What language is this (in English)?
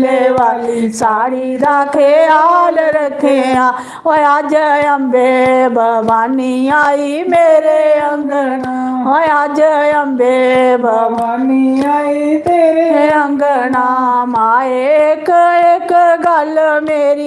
Dogri